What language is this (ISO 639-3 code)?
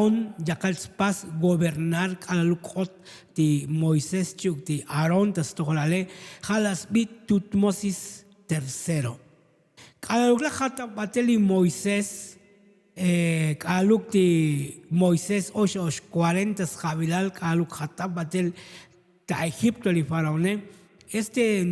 tzo